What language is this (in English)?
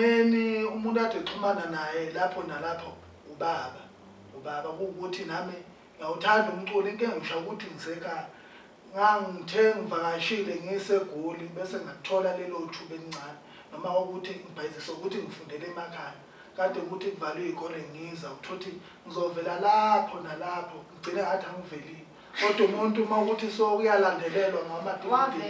Zulu